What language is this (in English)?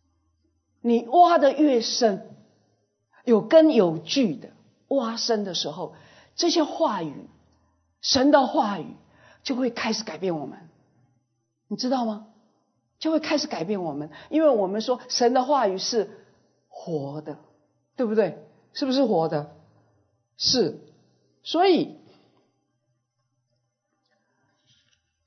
Chinese